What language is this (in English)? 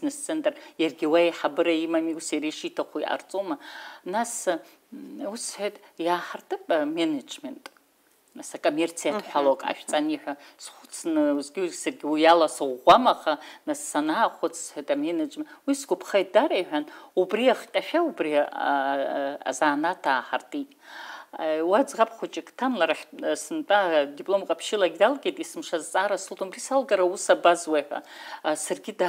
Abkhazian